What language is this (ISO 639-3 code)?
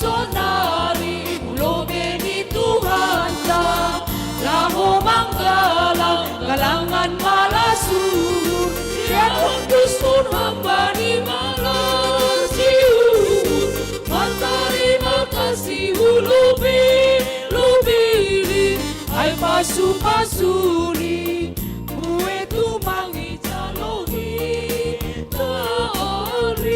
bts